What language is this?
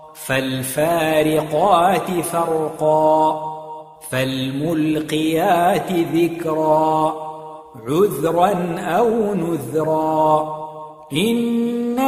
Arabic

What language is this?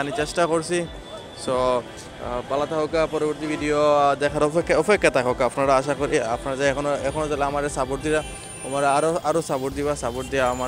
Sylheti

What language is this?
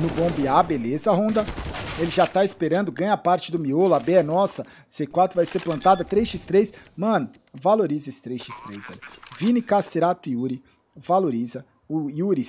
Portuguese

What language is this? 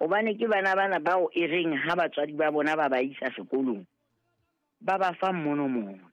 Southern Sotho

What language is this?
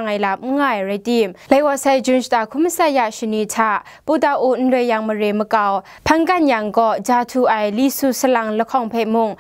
Kachin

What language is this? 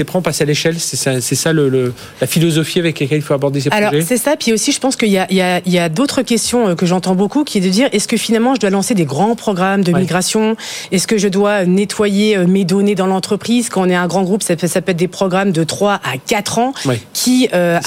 French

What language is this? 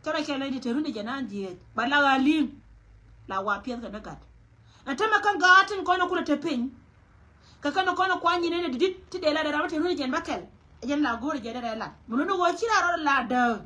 Nuer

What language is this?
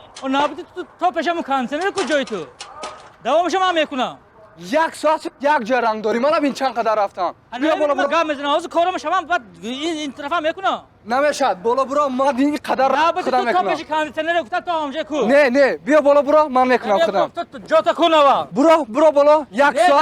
Tajik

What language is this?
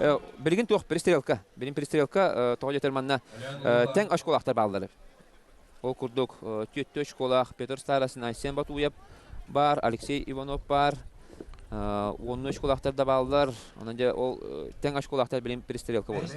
Yakut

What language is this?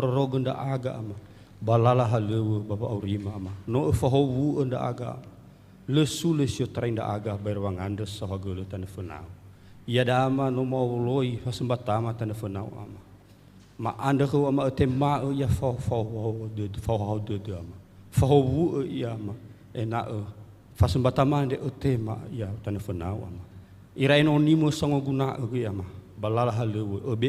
Nias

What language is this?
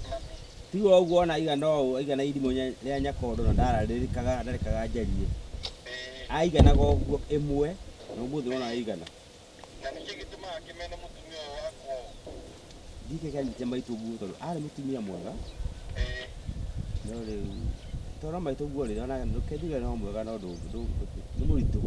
Kikuyu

